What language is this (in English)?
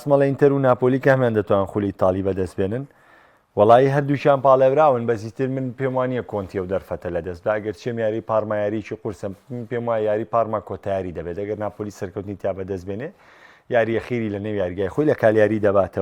Central Kurdish